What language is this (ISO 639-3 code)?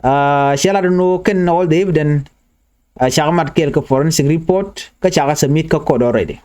nus